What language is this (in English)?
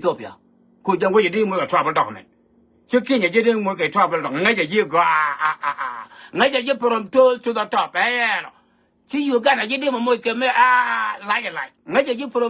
Nuer